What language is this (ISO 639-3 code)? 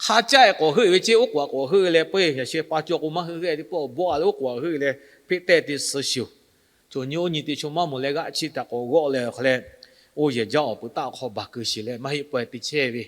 lhu